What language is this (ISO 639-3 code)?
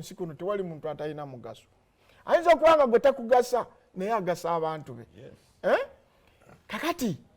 lug